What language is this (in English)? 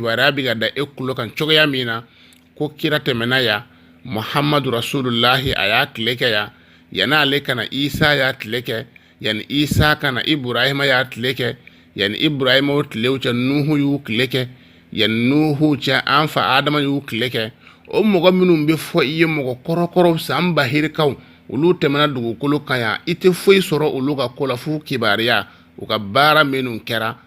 Bambara